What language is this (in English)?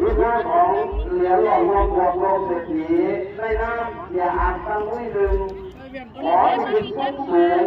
Northeastern Thai